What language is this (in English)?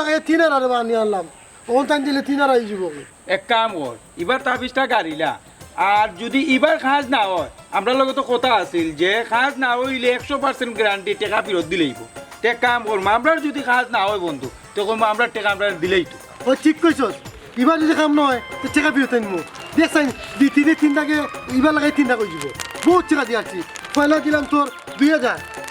Sylheti